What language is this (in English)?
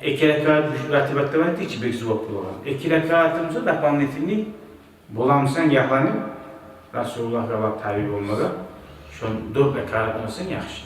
Kumyk